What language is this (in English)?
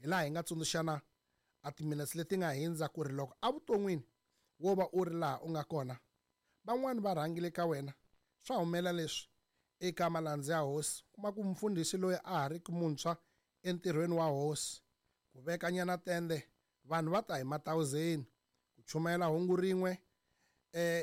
Tsonga